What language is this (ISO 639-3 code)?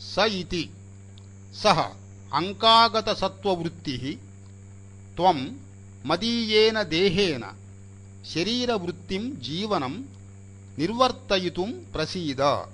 san